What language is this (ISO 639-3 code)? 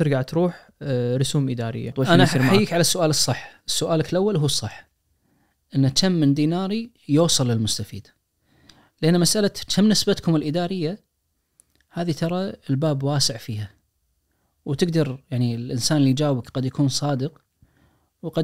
ars